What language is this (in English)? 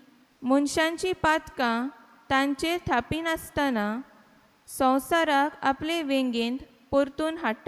Konkani